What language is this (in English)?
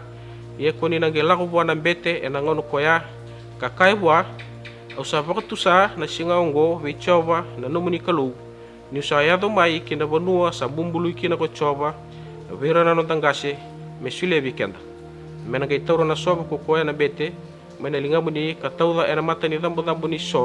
Fijian